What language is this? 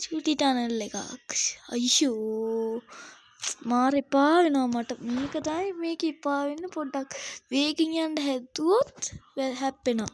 Sinhala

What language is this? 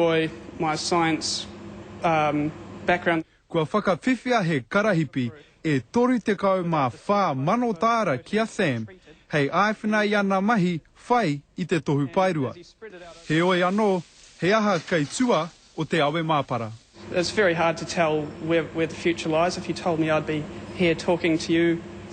Māori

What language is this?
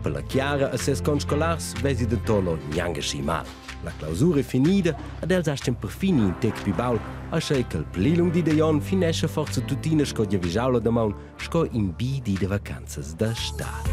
Romansh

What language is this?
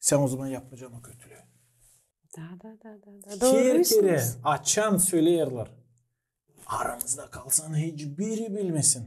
Gagauz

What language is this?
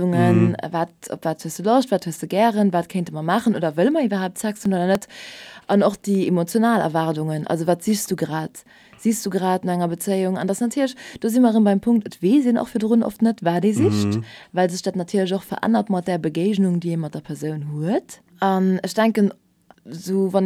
Luxembourgish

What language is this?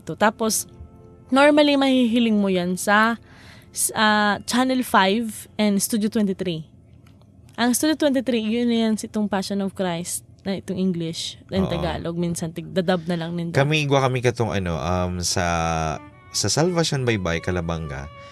Bikol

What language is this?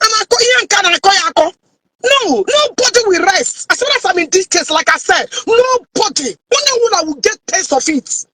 Igbo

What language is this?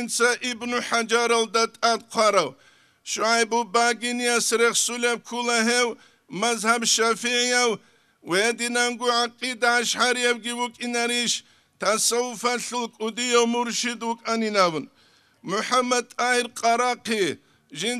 Avaric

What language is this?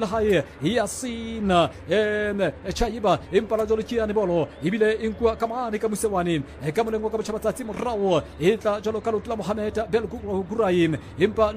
Southern Sotho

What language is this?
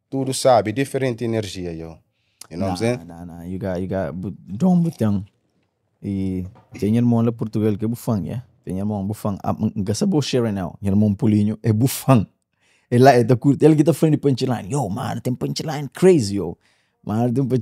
Kabuverdianu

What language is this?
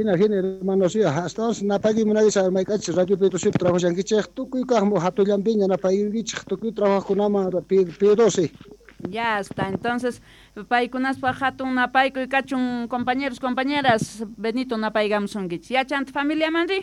South Bolivian Quechua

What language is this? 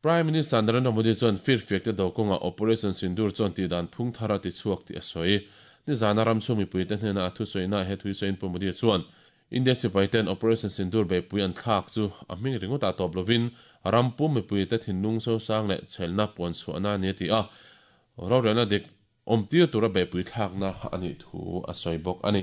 Mizo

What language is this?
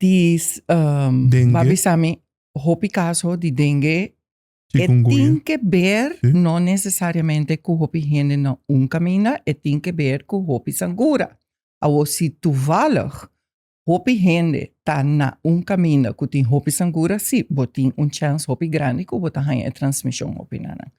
Papiamento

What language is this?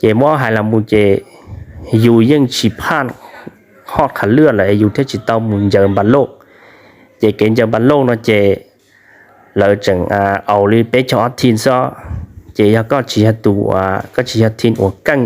Hmong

